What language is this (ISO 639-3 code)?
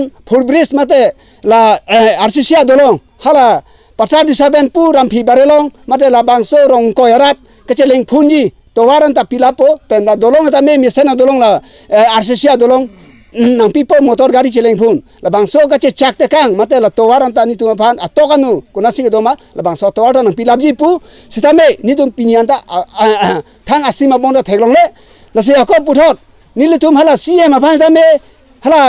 mjw